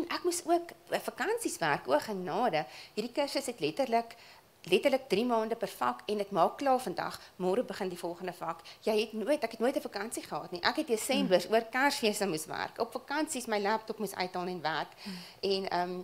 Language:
Afrikaans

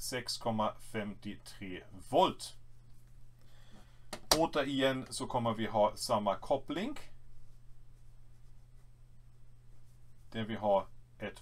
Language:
Swedish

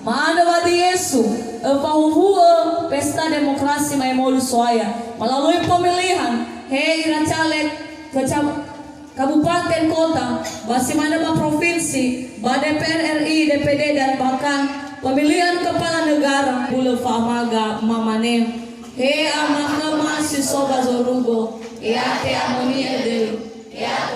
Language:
Nias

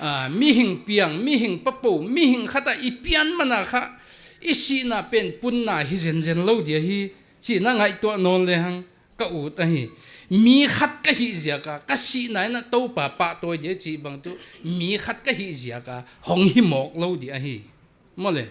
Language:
Paite Chin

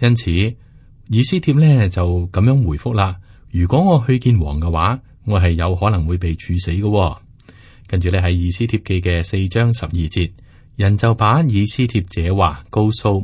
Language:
Cantonese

